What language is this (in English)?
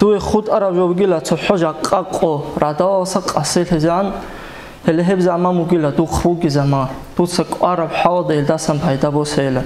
Avaric